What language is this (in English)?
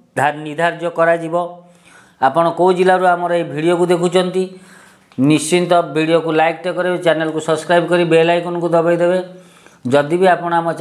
Odia